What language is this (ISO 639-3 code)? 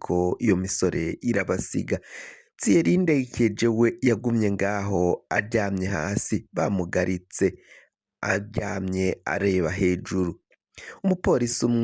run